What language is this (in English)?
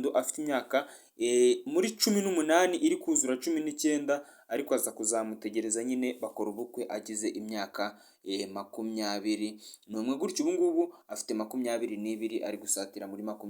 Kinyarwanda